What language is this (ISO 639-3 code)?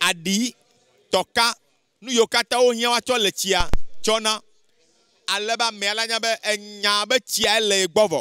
ewe